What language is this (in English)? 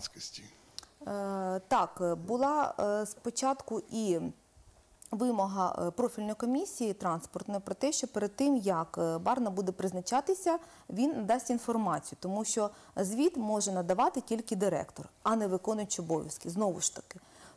Ukrainian